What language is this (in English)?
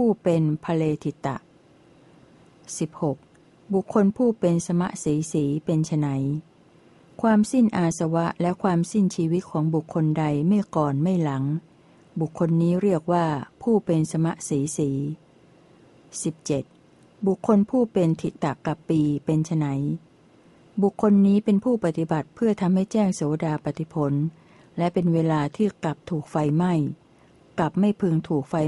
Thai